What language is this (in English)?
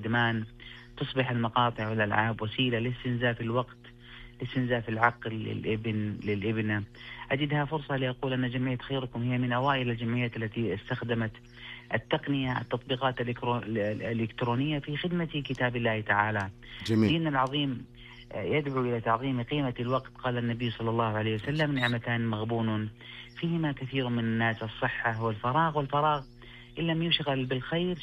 Arabic